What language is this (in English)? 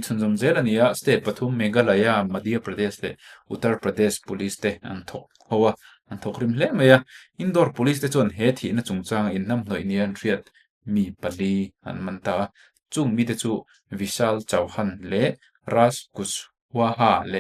Mizo